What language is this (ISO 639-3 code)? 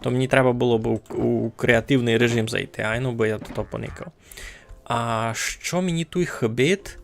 rue